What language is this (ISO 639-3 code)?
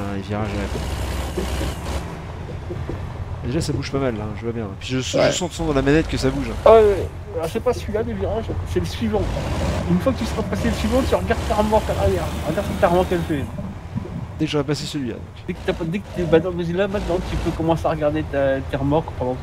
fra